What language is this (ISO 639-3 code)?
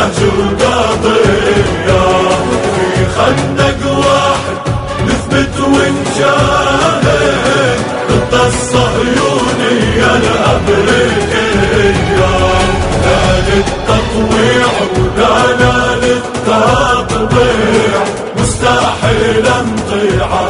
ara